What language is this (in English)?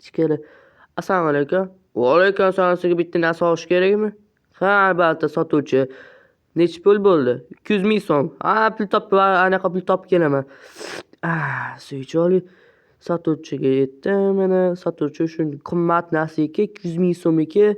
Uzbek